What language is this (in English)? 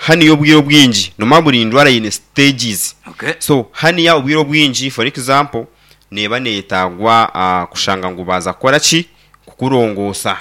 Nyankole